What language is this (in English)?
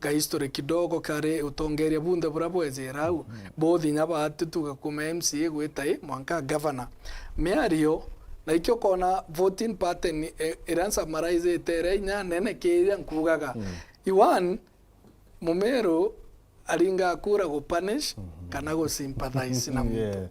Meru